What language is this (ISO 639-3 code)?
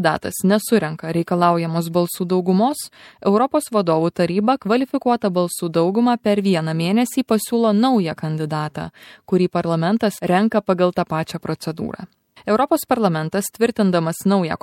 lit